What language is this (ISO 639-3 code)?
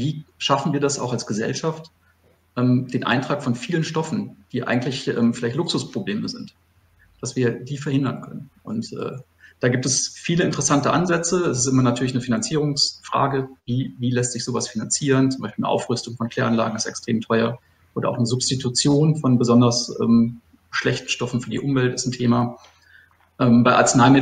deu